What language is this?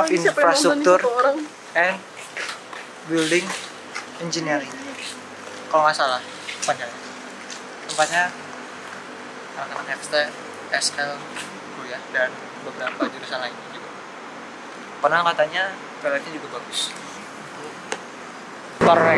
Indonesian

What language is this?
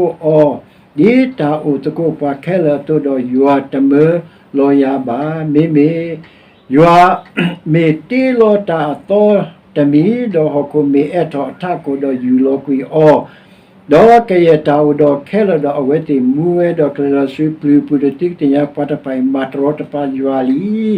S'gaw Karen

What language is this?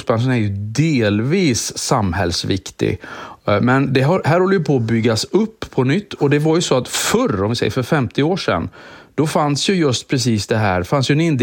Swedish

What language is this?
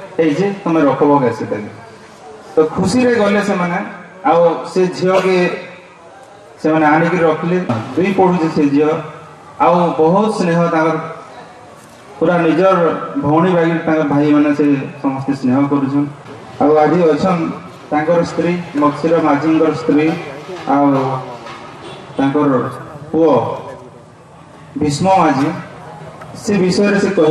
Odia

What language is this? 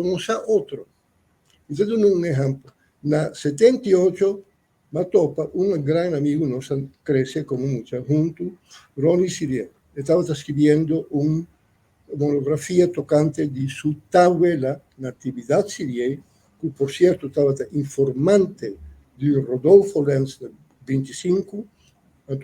Papiamento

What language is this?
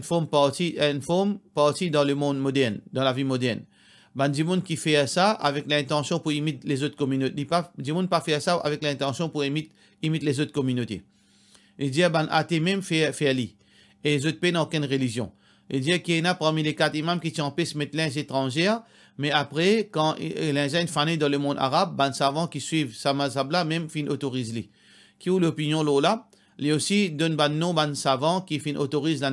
Morisyen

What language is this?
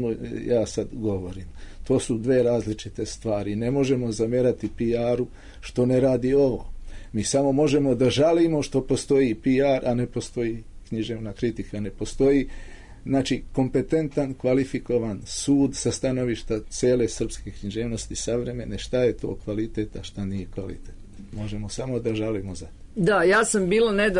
Serbian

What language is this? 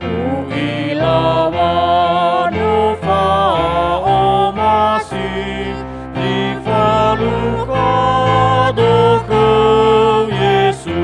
Nias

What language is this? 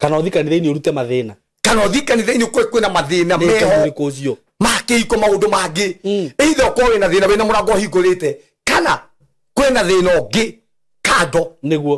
Kikuyu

